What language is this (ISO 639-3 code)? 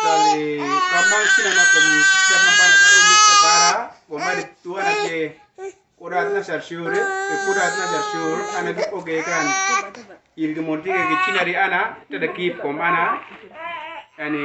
udu